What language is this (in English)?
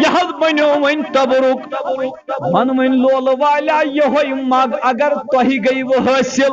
Kashmiri